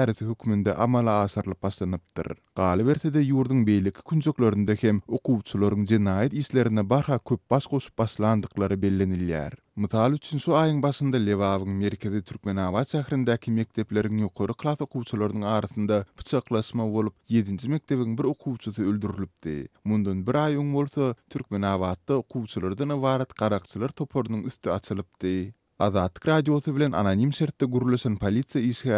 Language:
Turkmen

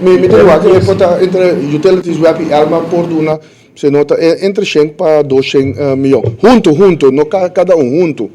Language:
Papiamento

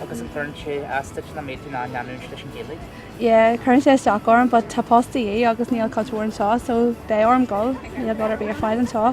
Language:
Irish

